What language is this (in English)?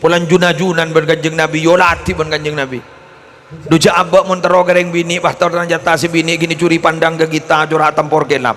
Madurese